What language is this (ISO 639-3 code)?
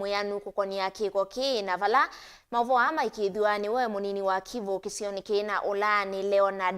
kam